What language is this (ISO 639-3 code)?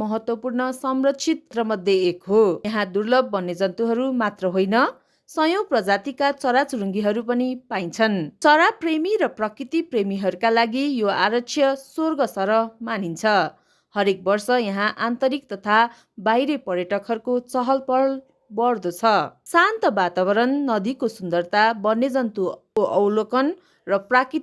nep